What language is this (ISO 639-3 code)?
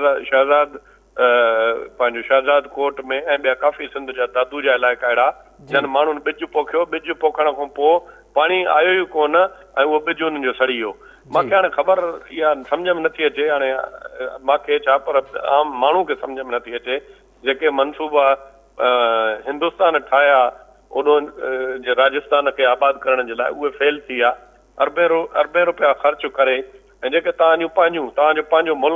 snd